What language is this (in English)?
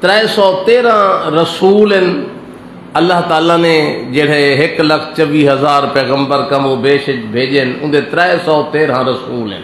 Saraiki